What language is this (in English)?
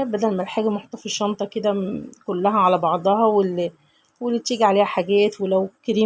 Egyptian Arabic